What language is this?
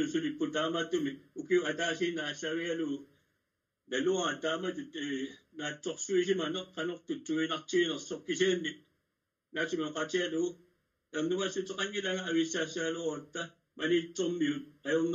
Kalaallisut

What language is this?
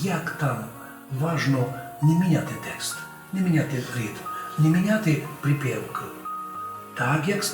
Rusyn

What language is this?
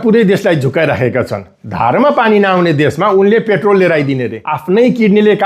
Nepali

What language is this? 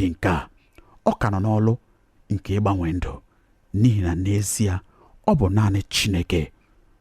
Igbo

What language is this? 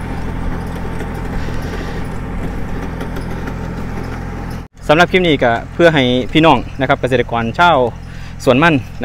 Thai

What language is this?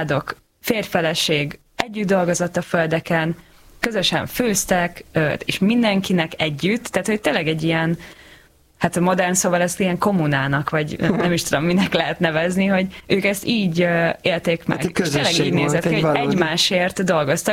Hungarian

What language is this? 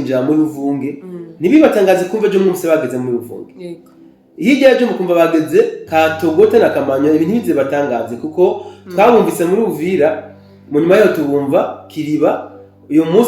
Rundi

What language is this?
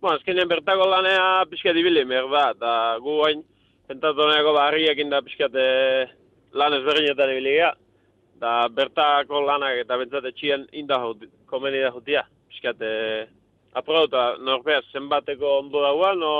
Basque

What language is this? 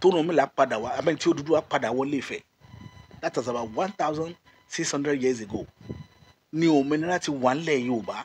Yoruba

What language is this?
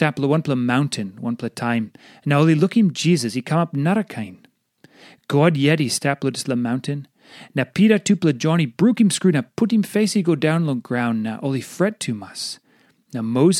Tok Pisin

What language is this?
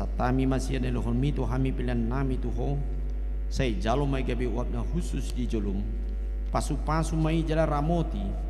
Batak Toba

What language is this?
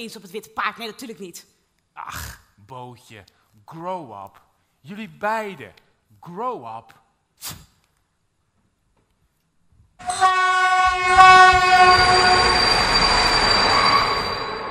Dutch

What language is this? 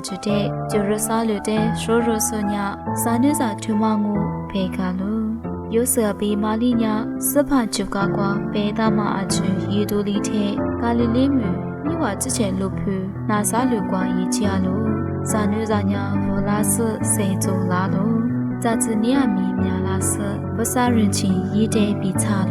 Lisu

